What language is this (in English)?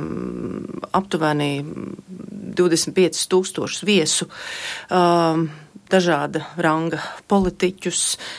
Latvian